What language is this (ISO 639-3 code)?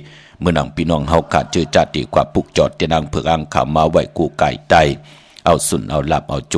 shn